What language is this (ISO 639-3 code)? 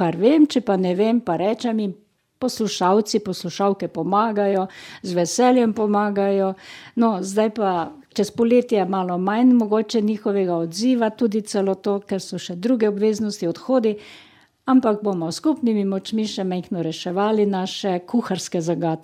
slv